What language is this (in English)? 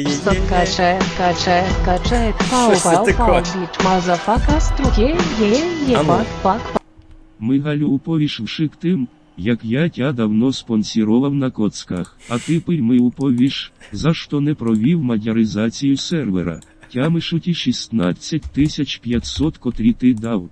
Rusyn